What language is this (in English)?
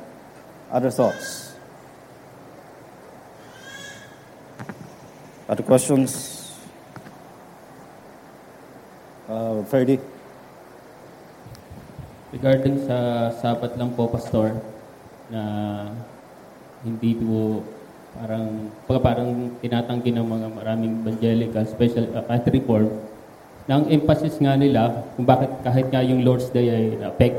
Filipino